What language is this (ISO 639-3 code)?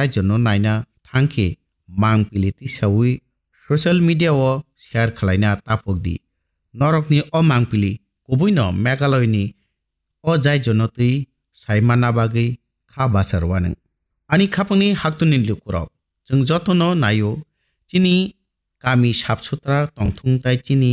trp